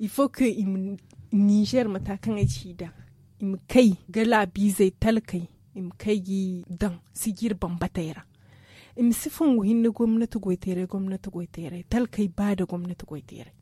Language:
Zarma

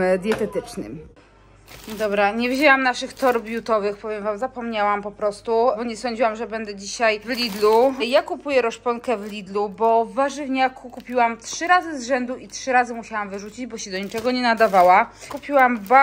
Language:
Polish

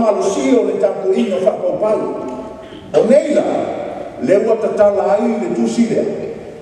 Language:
Samoan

